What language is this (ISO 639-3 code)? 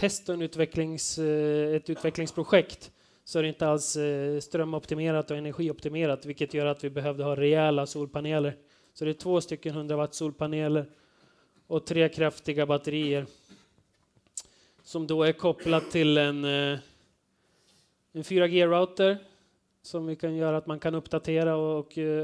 swe